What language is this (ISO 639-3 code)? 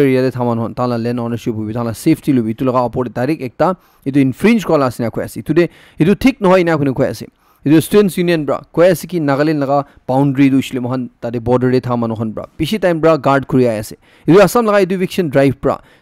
nag